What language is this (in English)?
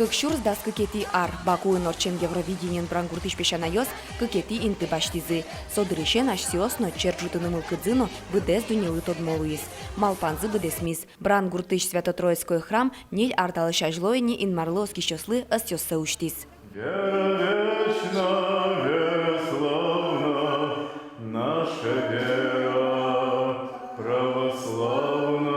Udmurt